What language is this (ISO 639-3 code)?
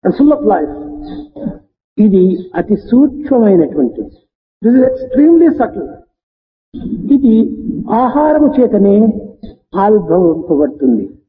tel